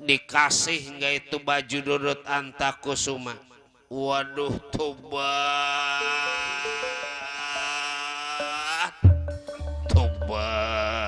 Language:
Betawi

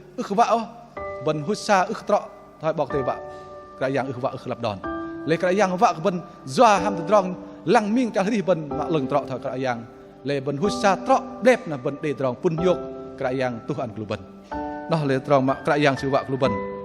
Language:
Bahnar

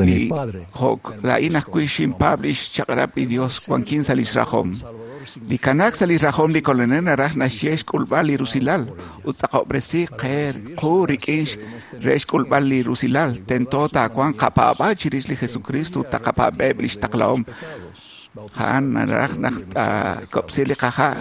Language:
Kekchí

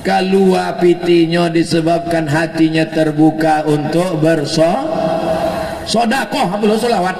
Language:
Minangkabau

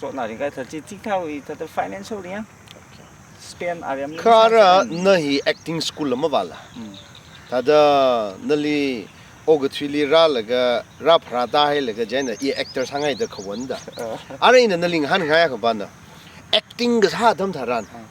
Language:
Tangkhul Naga (India)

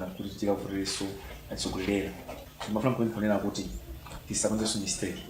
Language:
Nyanja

